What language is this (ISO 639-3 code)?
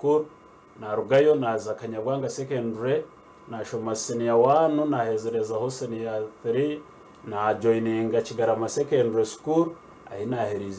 nyn